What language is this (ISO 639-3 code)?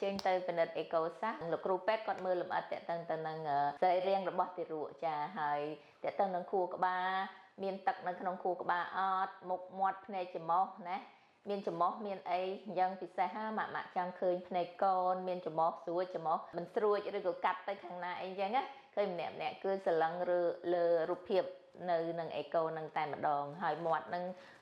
khm